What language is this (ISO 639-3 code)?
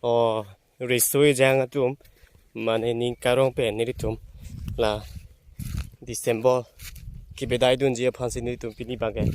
mjw